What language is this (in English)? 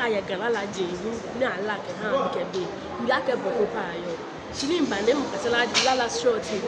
Ga